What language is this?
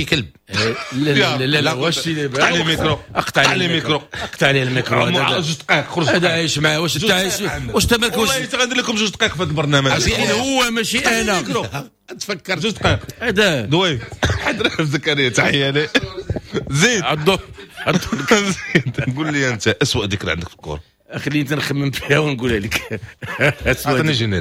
Moroccan Arabic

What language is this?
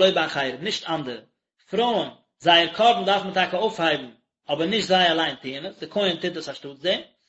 Yiddish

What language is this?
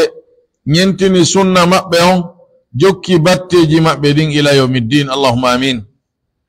Pular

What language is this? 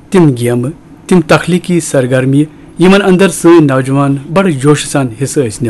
Kashmiri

